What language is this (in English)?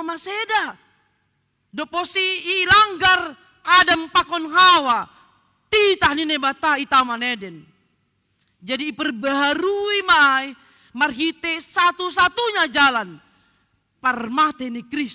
Batak Simalungun